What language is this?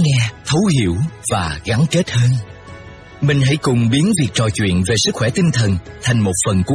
Vietnamese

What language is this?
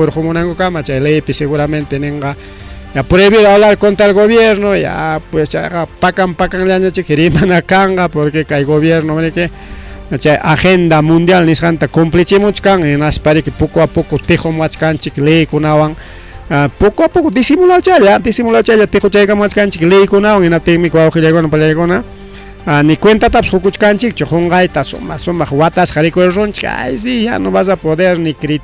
Ayacucho Quechua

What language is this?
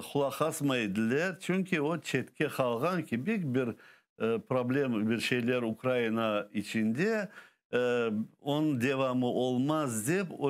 Crimean Tatar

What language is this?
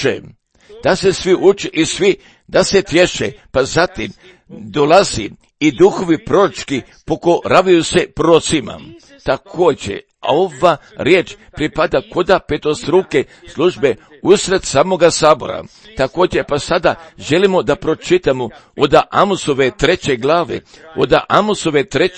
Croatian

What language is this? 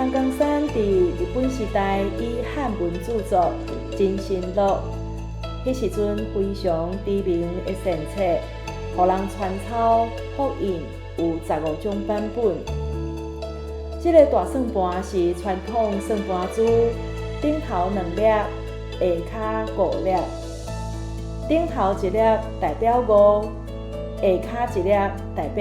Min Nan Chinese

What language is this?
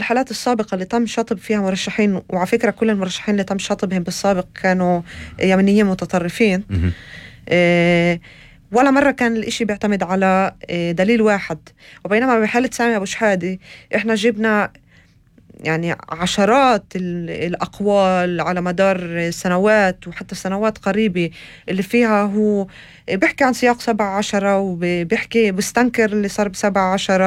North Levantine Arabic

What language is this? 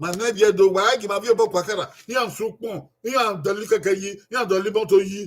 Bini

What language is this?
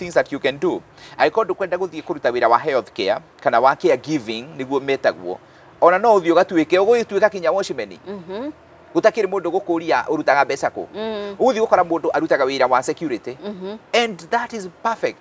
Kikuyu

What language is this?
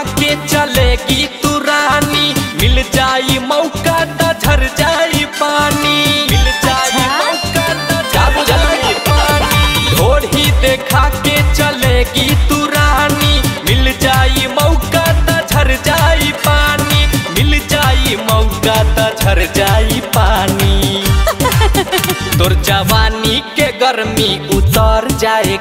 Bhojpuri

